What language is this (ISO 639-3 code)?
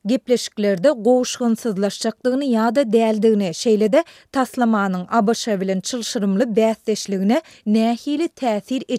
tuk